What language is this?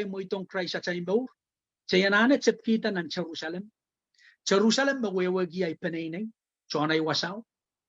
Pohnpeian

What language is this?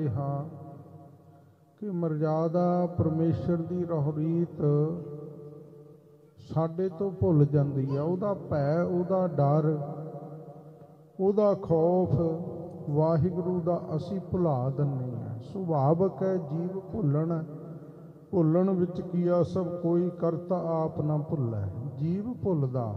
Punjabi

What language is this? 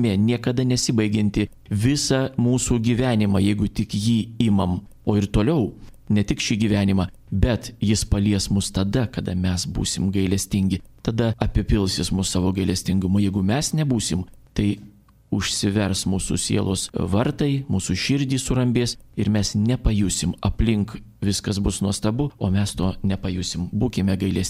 Lithuanian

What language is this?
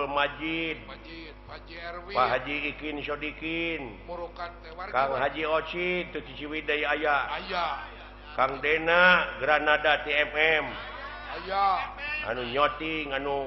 Sundanese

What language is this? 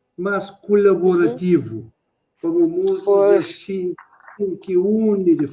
Kabuverdianu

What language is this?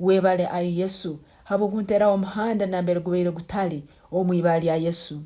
Tooro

